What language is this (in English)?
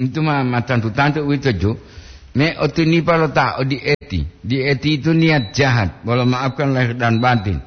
Gorontalo